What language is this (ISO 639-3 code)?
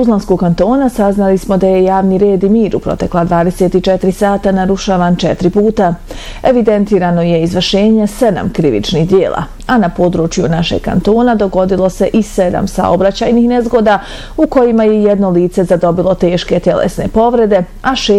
bos